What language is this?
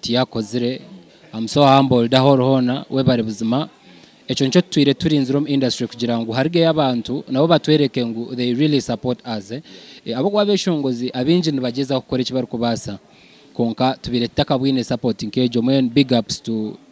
Nyankole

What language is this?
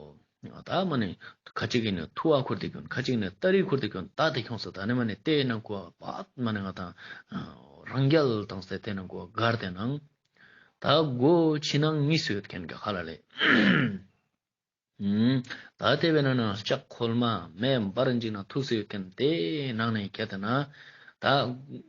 Ladakhi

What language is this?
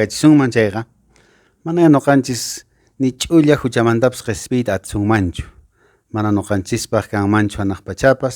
Quechua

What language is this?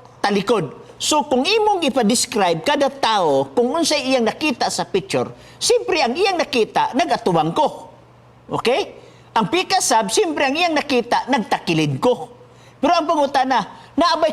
Cebuano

